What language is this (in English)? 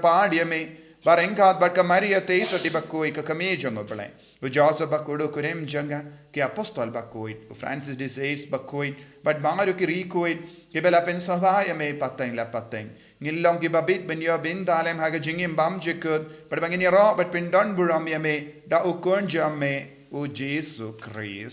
Khasi